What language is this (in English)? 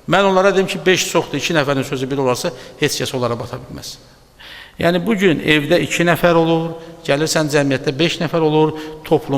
Azerbaijani